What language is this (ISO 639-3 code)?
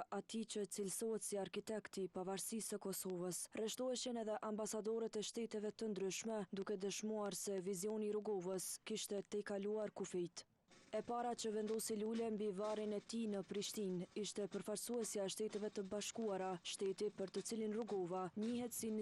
sqi